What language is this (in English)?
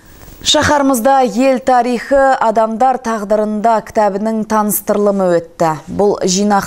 Kazakh